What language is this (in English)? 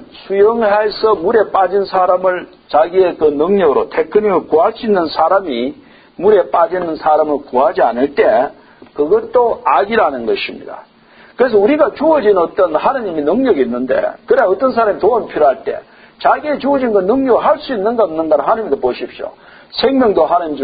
Korean